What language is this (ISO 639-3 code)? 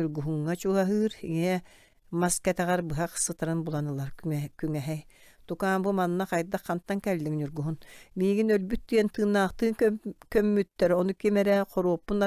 sah